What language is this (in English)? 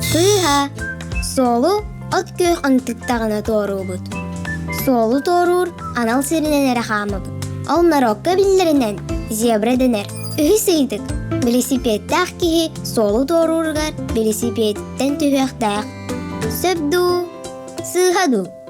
Yakut